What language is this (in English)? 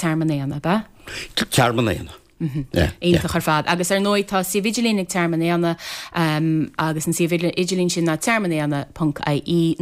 Irish